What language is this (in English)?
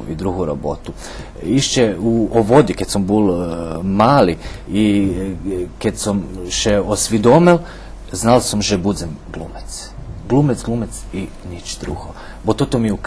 Rusyn